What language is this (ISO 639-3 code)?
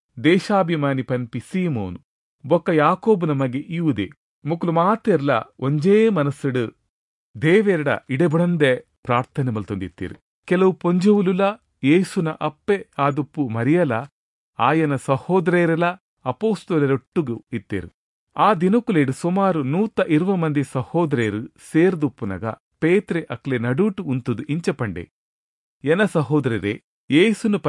tcy